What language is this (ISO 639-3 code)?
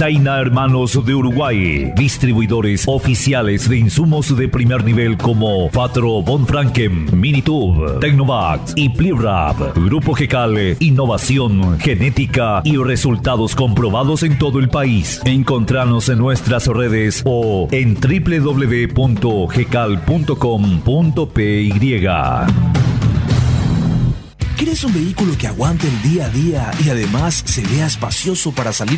spa